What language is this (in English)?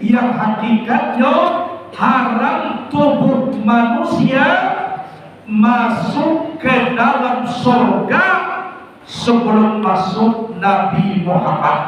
Minangkabau